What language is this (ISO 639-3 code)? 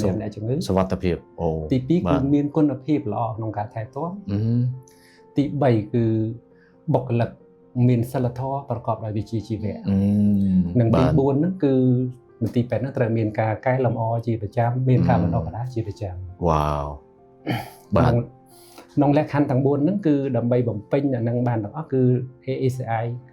khm